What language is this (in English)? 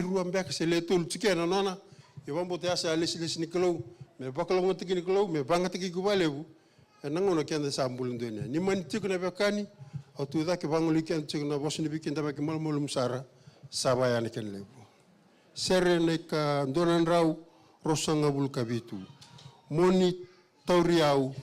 Fijian